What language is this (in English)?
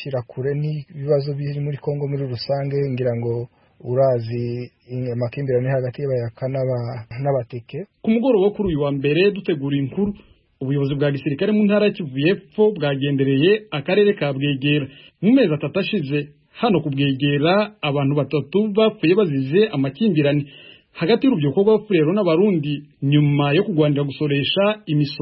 Kinyarwanda